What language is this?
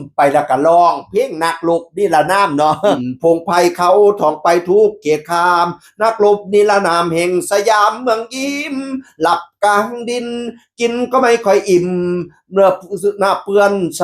Northeastern Thai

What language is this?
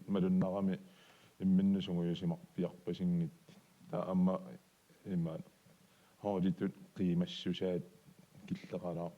Kalaallisut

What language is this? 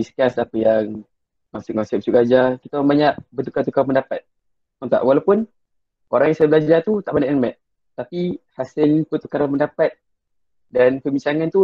Malay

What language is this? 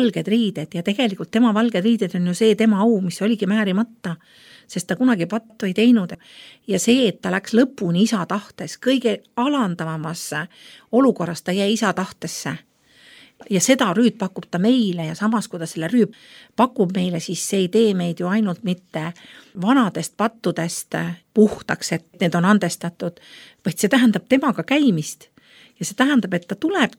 Estonian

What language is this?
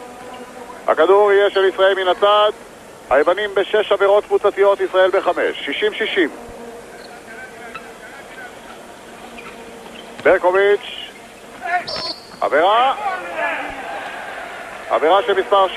Hebrew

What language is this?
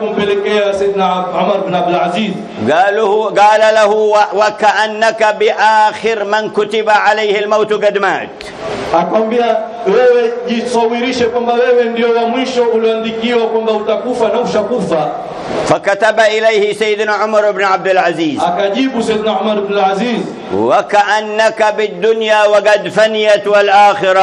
Swahili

